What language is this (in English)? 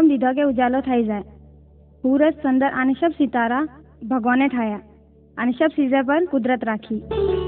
Gujarati